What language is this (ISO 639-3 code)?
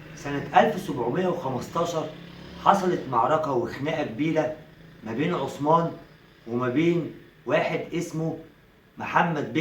arz